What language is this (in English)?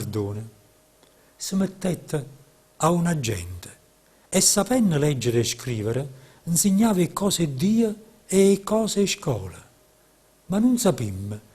Neapolitan